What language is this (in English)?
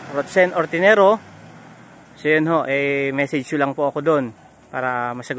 Filipino